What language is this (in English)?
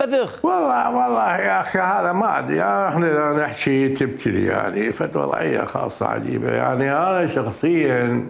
Mesopotamian Arabic